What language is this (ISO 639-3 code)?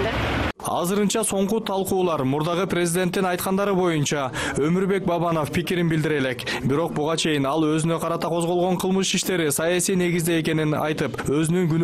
kir